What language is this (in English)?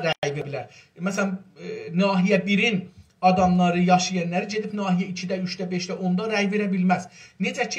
South Azerbaijani